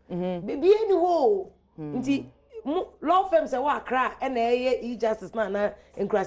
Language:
Akan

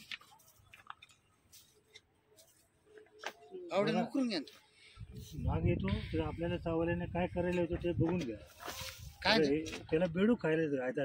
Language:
Marathi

